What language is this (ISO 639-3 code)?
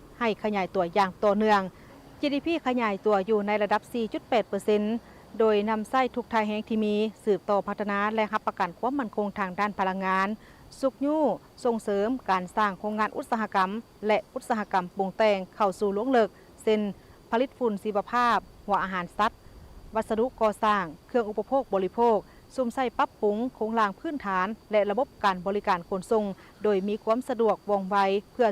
lao